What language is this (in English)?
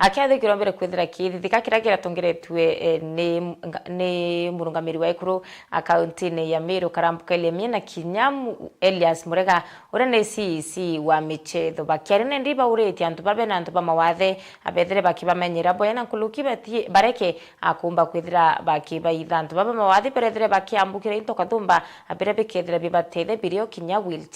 Meru